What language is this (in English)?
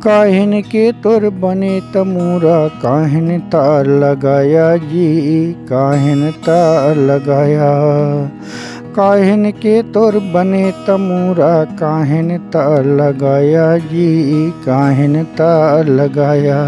Chhattisgarhi